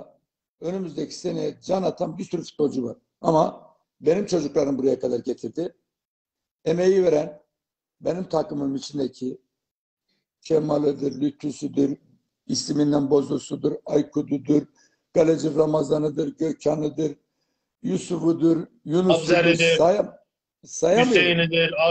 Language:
Turkish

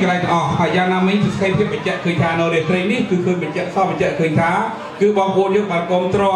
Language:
Khmer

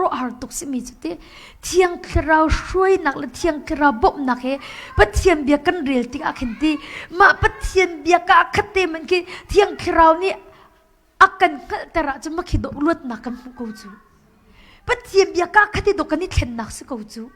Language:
Hakha Chin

